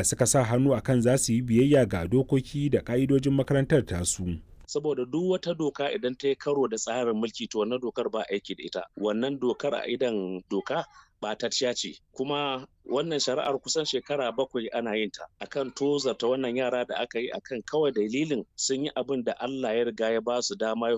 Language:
Hausa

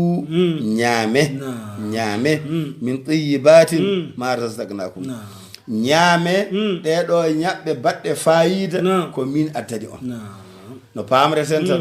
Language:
Fula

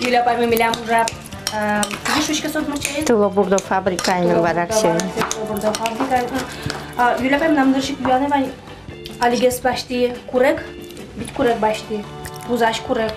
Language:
Udmurt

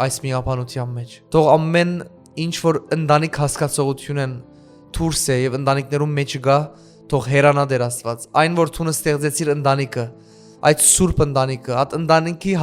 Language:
Western Armenian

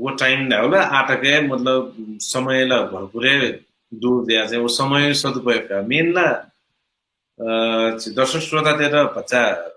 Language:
Newari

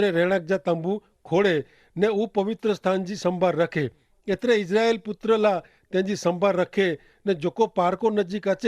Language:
Kachhi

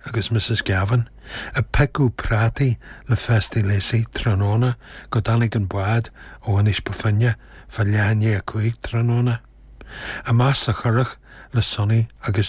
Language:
Irish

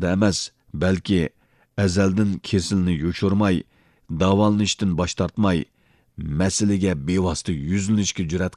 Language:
Uyghur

